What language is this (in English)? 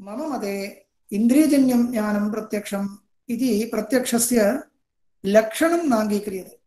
Sanskrit